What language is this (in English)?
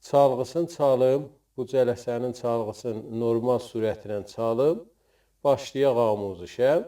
South Azerbaijani